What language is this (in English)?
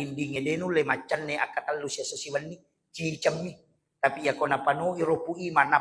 Buginese